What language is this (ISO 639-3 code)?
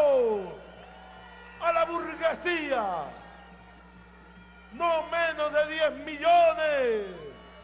spa